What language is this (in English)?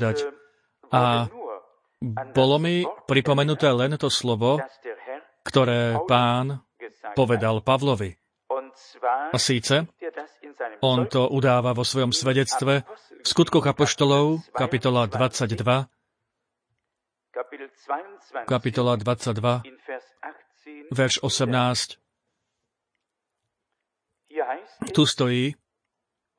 Slovak